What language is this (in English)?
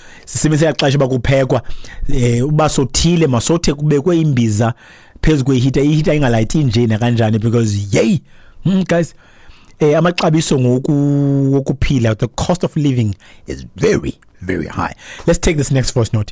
Xhosa